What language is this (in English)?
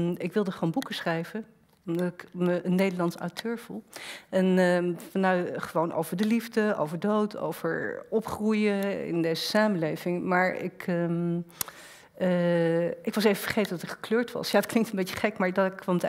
Dutch